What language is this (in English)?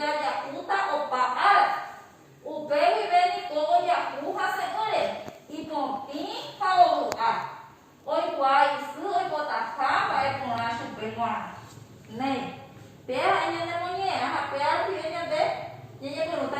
Guarani